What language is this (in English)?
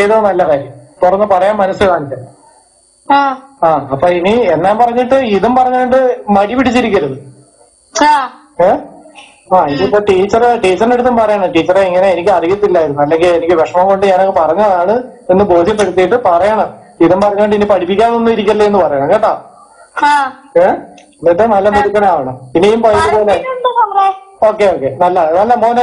Malayalam